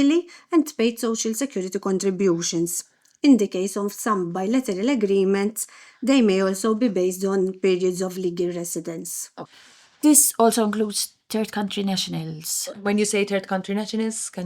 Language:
English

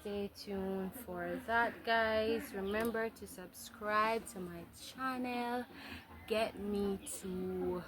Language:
Jamaican Creole English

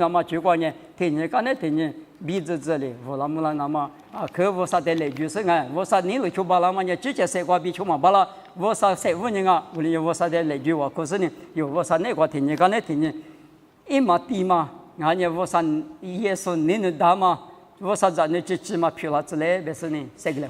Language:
Lisu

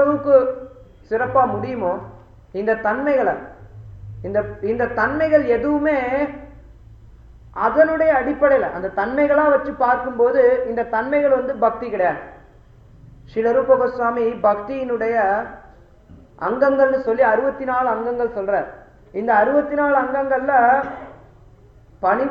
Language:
Tamil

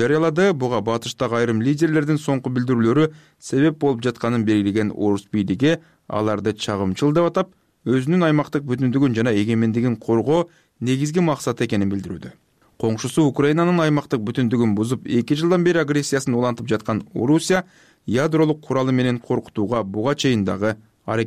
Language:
Kyrgyz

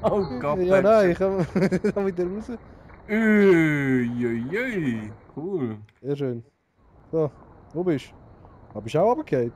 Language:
Swiss German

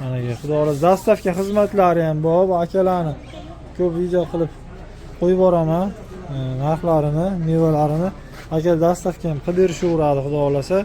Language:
Uzbek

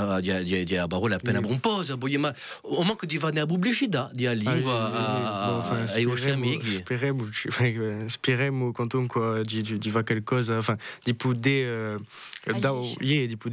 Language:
Corsican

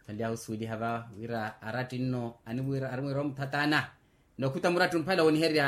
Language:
Makhuwa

